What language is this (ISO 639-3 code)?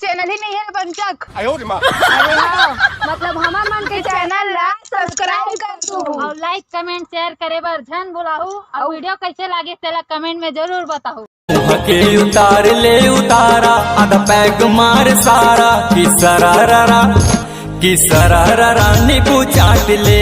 hne